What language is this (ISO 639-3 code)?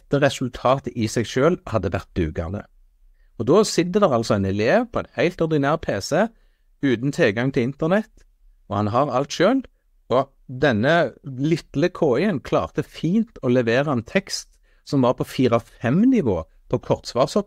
nor